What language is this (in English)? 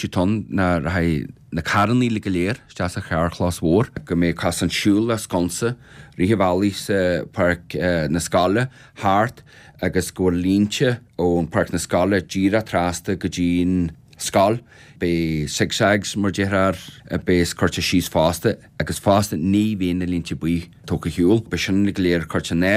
Irish